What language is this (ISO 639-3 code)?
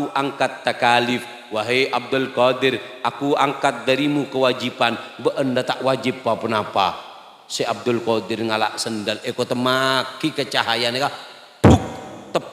mad